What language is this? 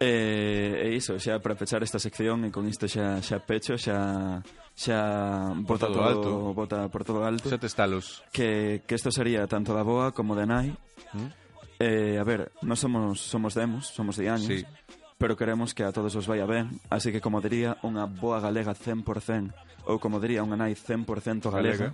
Galician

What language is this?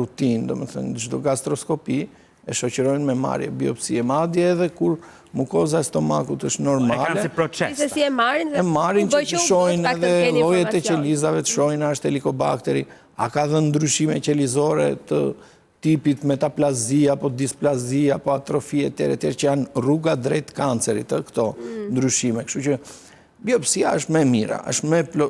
Albanian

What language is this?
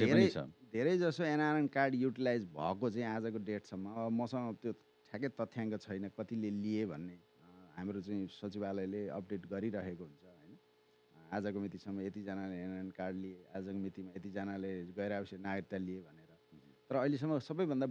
Nepali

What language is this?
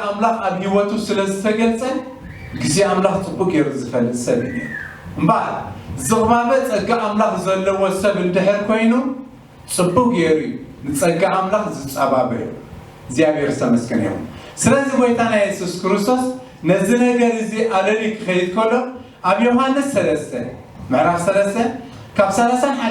Tigrinya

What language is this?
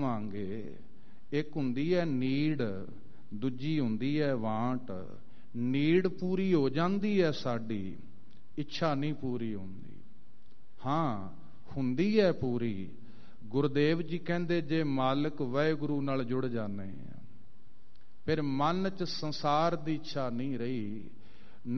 Punjabi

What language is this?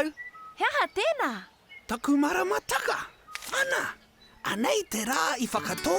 Māori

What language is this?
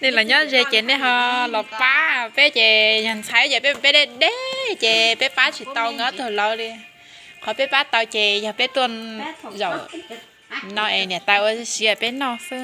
Hmong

